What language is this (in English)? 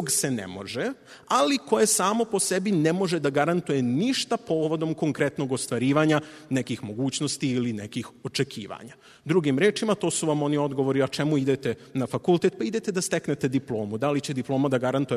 Serbian